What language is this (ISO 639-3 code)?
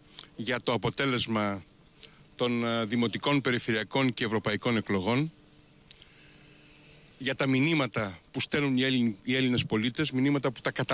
ell